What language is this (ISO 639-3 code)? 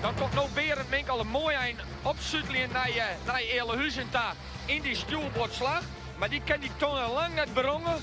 fry